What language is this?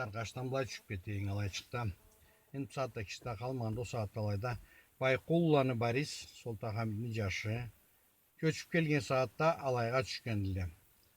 Karachay-Balkar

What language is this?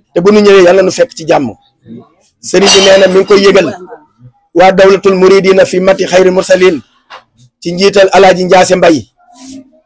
Wolof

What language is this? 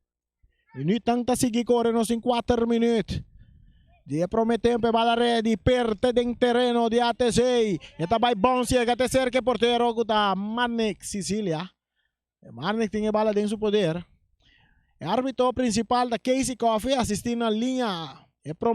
Papiamento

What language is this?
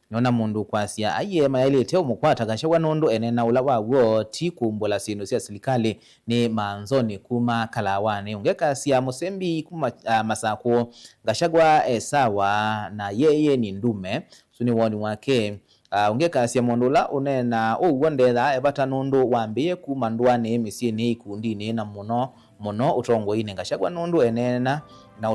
Kamba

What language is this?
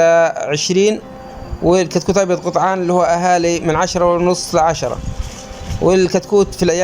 Egyptian Arabic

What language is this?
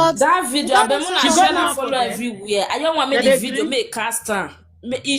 Nigerian Pidgin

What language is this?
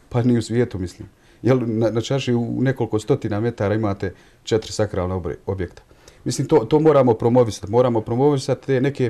Bosnian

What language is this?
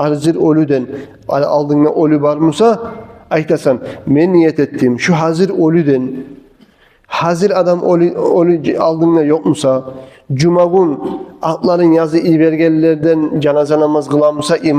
Kumyk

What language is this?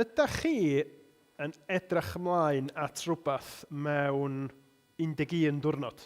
Welsh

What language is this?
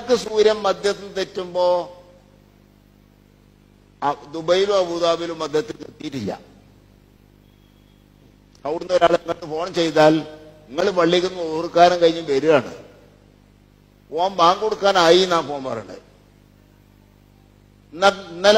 Malayalam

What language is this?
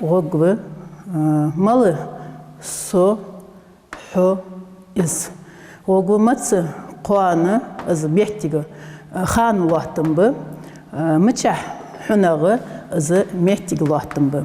Ingush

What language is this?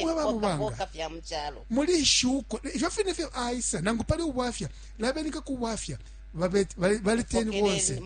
Bemba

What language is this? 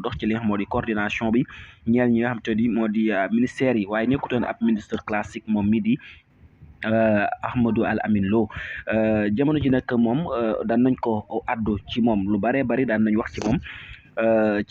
Wolof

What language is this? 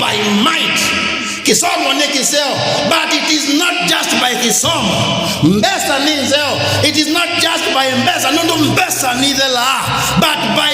Kamba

